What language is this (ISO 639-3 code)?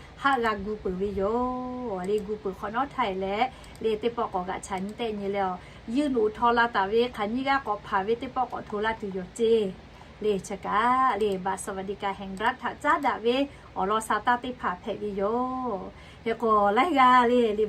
lhu